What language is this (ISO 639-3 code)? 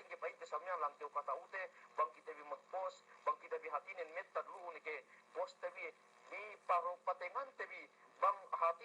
yka